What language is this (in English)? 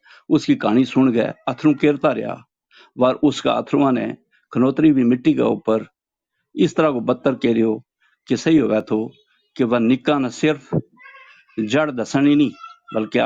Gujari